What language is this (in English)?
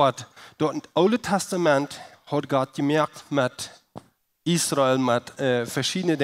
Plautdietsch